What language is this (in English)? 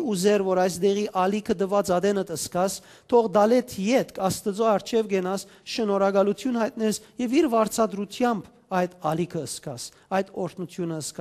Western Armenian